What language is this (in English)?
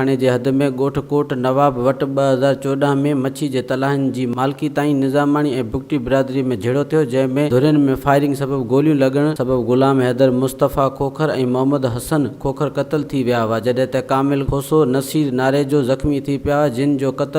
Sindhi